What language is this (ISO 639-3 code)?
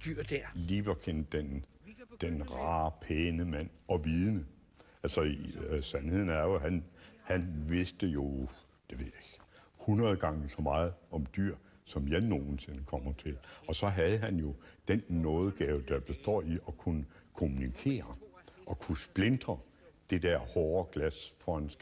dan